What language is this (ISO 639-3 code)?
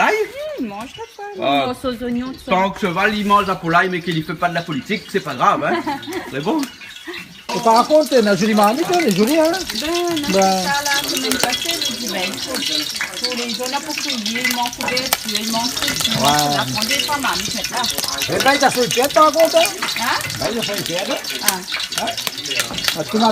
rcf